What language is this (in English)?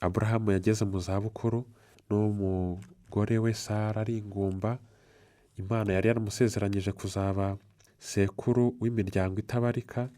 Kinyarwanda